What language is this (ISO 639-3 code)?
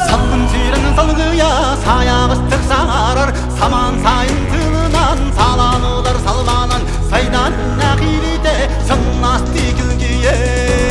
sah